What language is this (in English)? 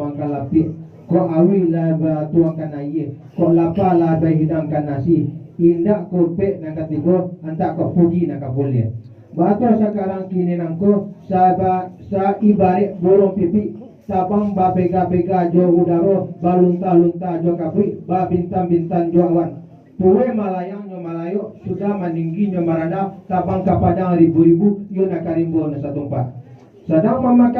Minangkabau